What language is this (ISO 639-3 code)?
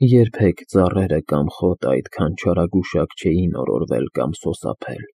hye